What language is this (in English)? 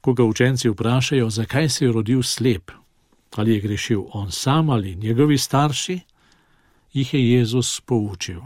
Slovenian